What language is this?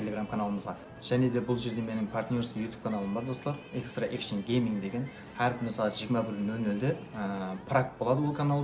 Kara-Kalpak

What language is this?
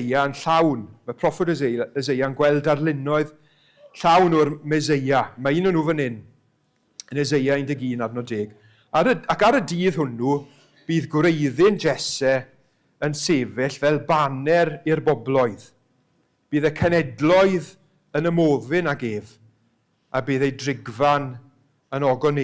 Welsh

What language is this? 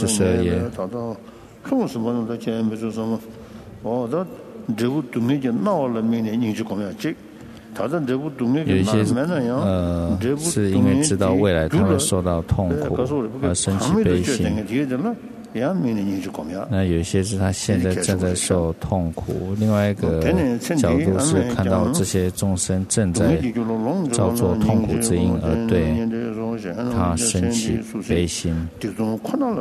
Chinese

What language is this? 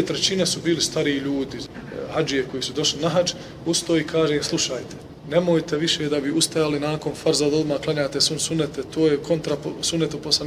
Bosnian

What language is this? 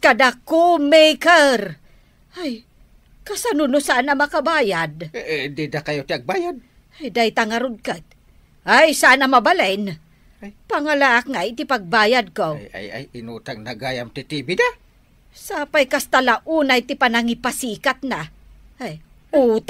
Iloko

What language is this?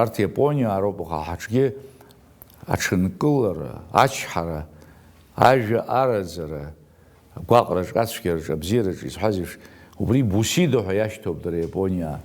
Abkhazian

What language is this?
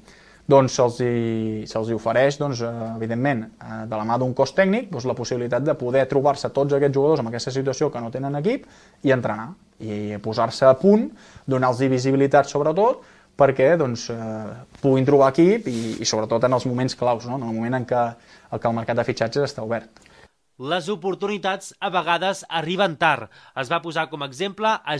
Catalan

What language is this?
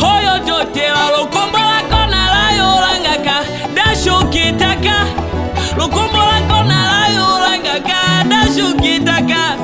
Tetela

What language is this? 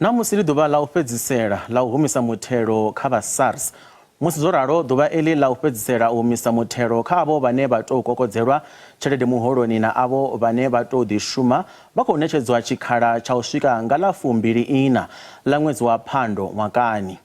Venda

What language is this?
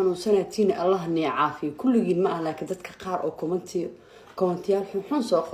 Somali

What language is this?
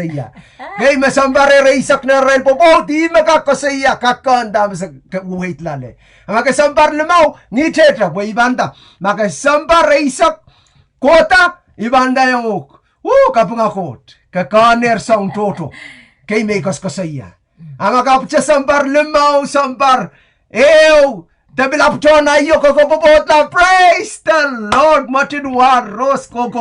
Pohnpeian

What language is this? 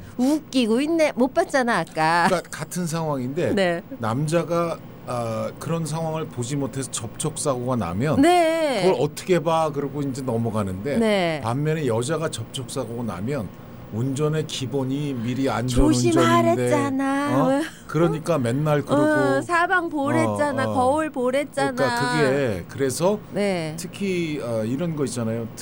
Korean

